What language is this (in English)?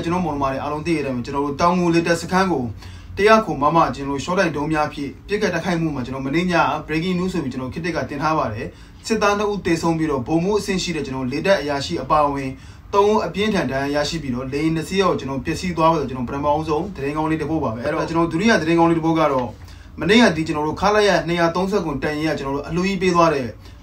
Burmese